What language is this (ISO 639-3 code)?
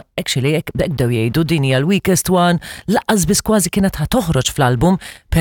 mlt